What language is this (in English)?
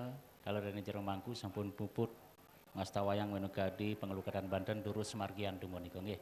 Balinese